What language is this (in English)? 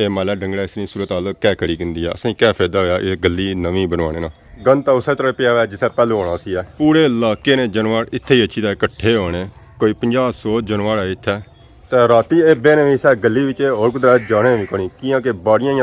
Pahari-Potwari